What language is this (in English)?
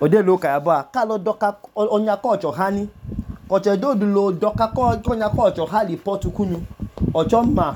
Idoma